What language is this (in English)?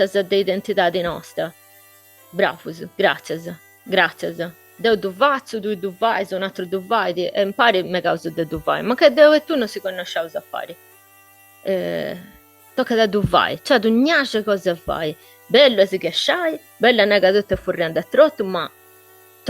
Sardinian